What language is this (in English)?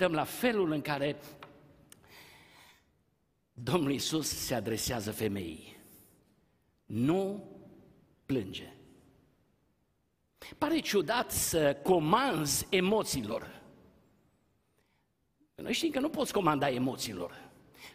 Romanian